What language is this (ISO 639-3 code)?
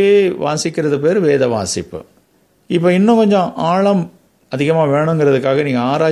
tam